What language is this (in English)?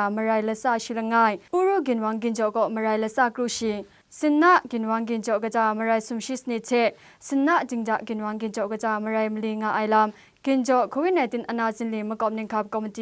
Kachin